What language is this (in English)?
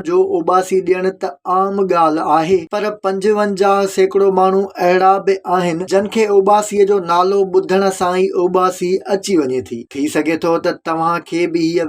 Sindhi